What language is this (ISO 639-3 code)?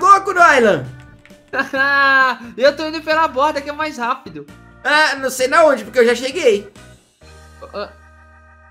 por